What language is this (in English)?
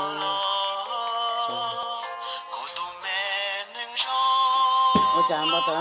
Hmong